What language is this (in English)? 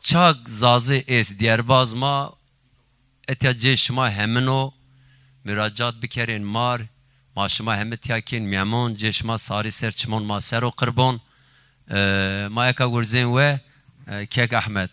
Zaza